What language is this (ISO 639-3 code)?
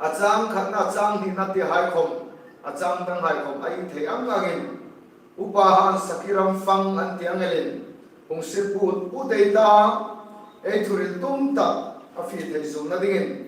hmr